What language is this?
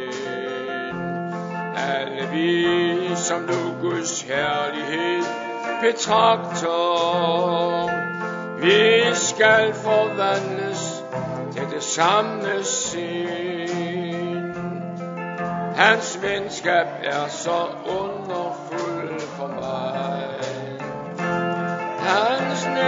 Danish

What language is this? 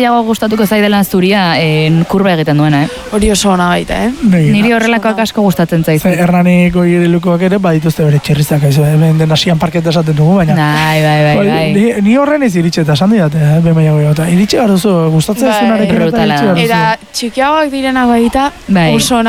Basque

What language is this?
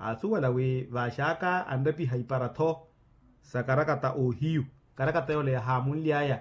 Makhuwa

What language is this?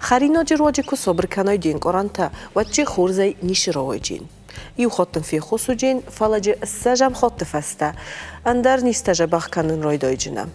Ossetic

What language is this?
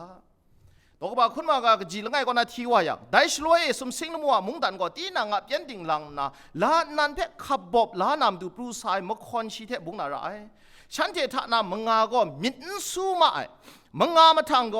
Kachin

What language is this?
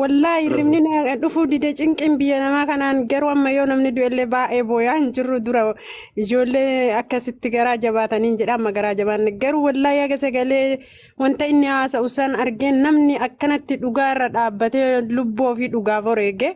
Oromo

